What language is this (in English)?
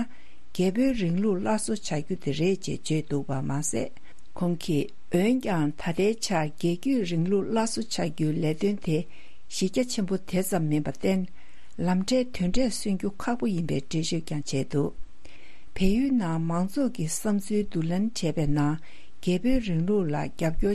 Tibetan